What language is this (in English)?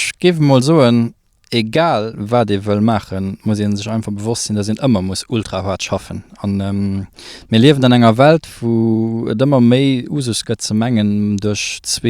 Luxembourgish